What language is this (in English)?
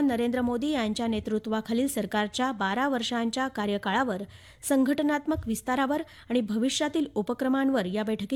Marathi